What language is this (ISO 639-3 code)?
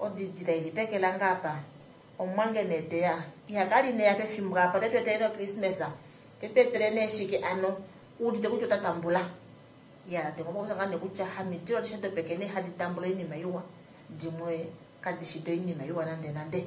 kua